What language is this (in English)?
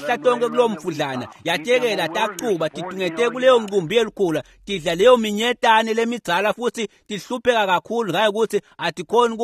Swati